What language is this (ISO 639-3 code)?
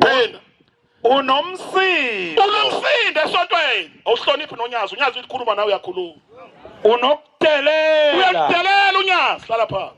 zul